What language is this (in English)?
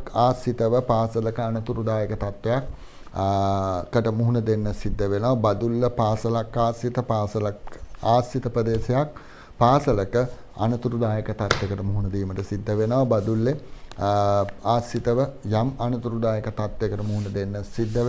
Sinhala